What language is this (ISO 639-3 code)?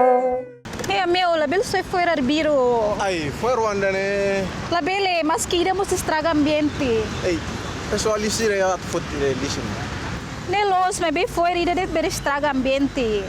tet